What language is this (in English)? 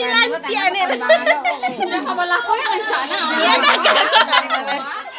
Minangkabau